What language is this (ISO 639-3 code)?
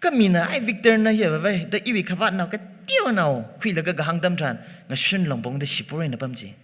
nmf